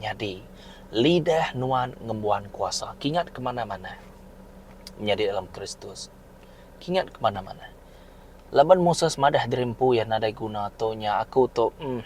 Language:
Iban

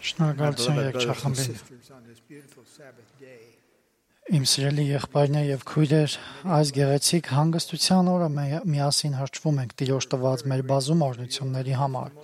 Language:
Armenian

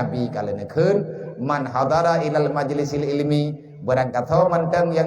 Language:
Achinese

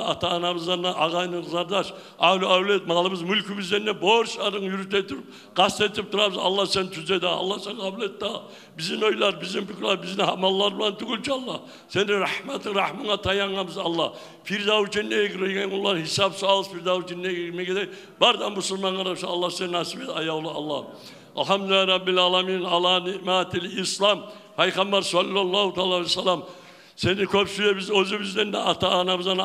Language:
Kumyk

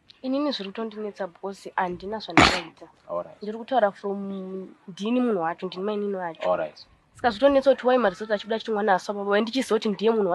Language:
Shona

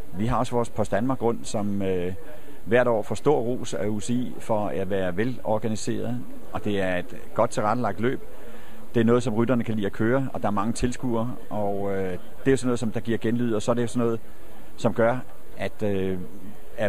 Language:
Danish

